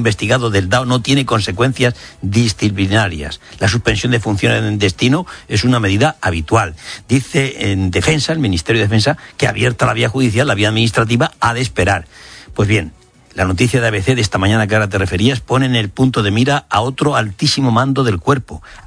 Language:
Spanish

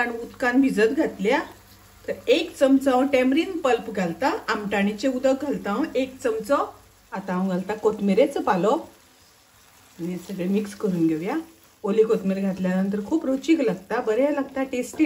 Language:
Konkani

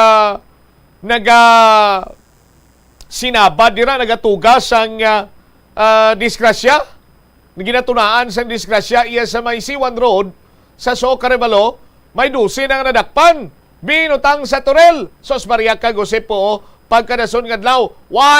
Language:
Hiligaynon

